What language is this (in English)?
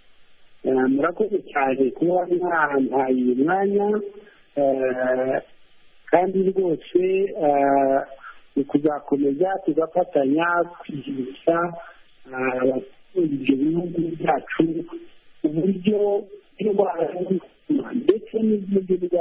Kinyarwanda